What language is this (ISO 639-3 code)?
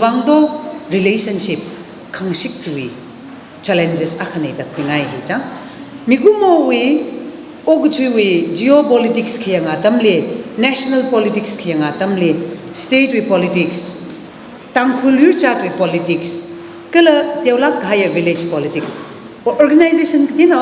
nmf